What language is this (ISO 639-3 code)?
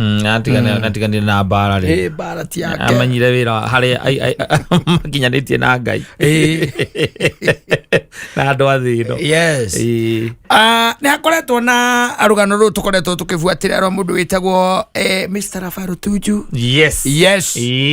kik